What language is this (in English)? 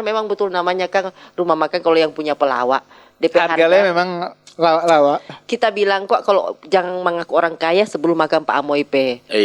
Manado Malay